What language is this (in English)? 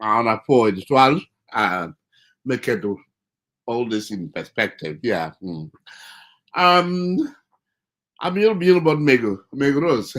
Acoli